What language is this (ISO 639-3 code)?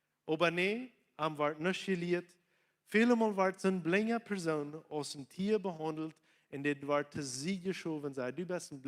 pdt